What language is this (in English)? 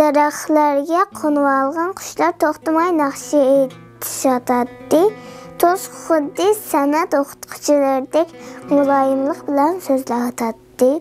Uyghur